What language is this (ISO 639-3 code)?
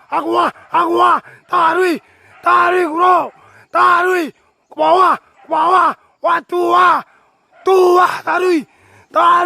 min